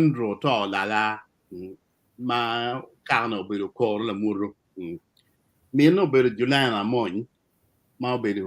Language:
Acoli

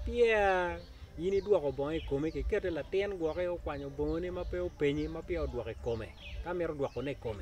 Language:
Acoli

